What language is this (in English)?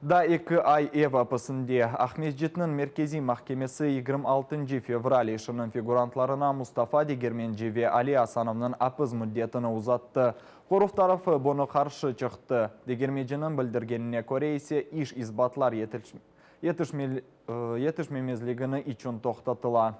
Crimean Tatar